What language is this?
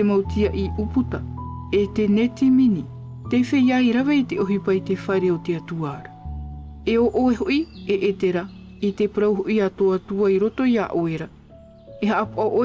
Tahitian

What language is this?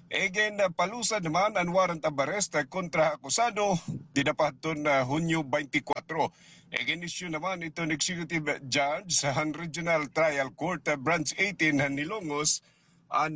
Waray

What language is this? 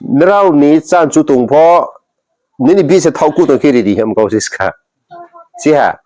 Riang (India)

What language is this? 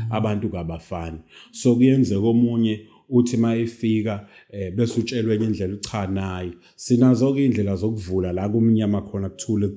Zulu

